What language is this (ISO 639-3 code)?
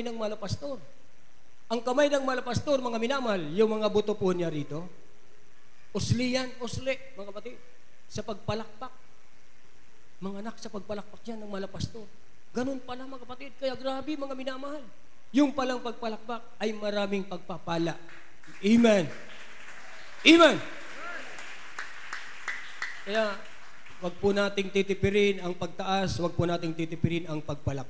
fil